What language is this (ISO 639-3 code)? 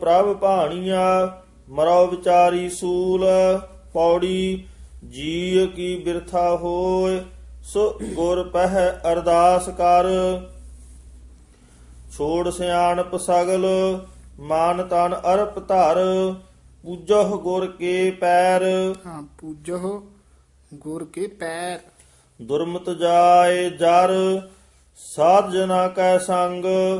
pan